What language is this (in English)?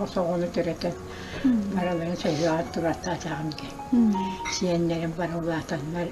Yakut